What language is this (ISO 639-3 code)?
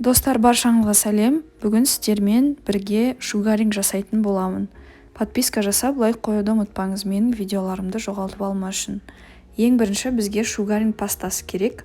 kaz